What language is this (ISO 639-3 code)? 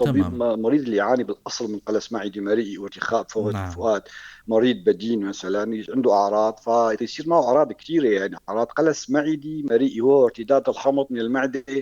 apc